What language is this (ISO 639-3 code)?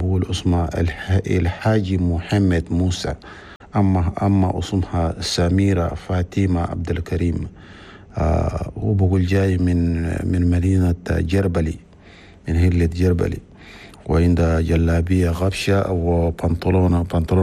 shu